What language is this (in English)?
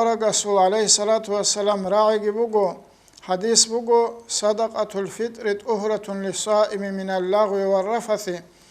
Avaric